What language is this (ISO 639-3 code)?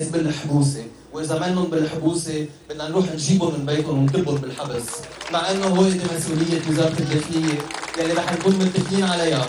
apc